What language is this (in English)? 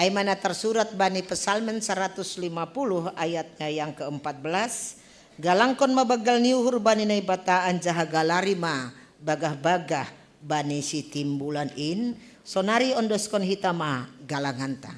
Batak Simalungun